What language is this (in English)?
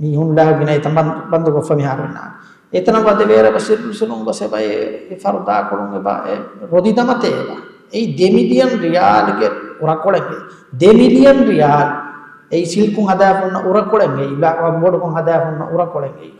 Divehi